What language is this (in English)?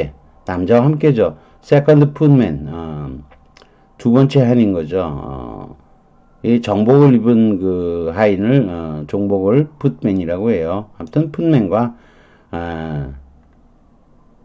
Korean